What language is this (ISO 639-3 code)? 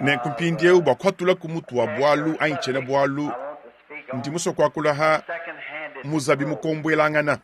lua